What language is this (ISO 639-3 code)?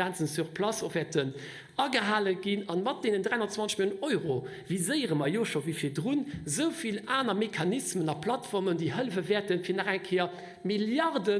ltz